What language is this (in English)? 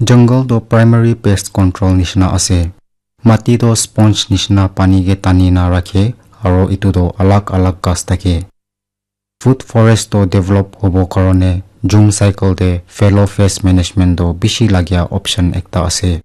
Naga Pidgin